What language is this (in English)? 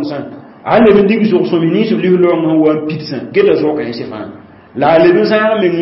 Mossi